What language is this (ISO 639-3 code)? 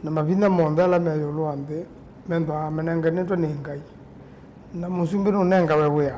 kam